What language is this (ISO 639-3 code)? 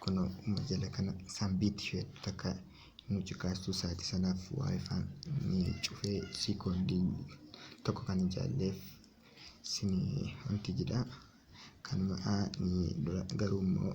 orm